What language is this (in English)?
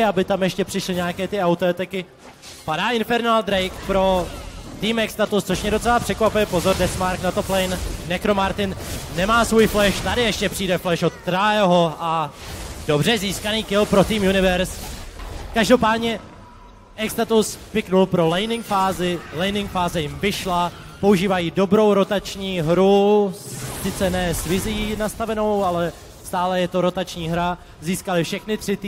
Czech